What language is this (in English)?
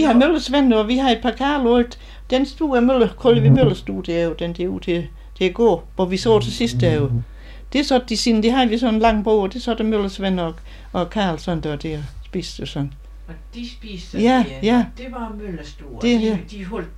Danish